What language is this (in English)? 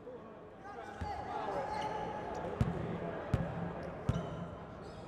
English